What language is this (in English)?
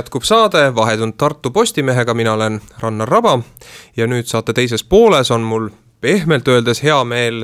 Estonian